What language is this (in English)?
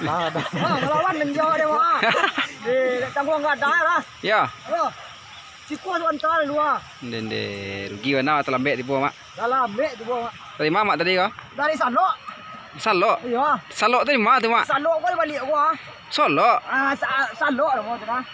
Minangkabau